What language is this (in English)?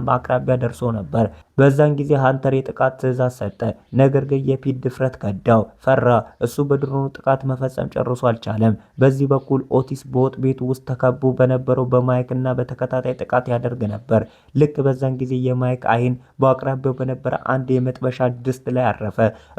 Amharic